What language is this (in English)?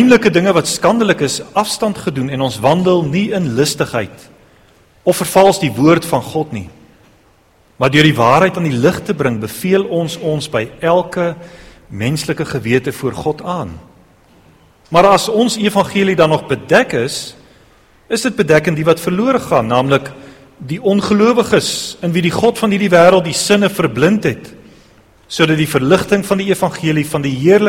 Afrikaans